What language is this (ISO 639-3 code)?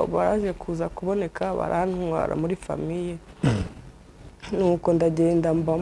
kin